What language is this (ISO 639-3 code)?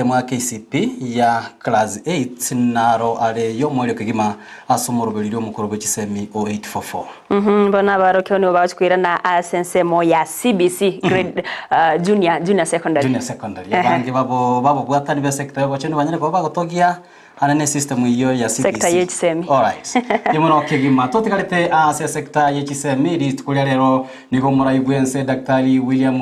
guz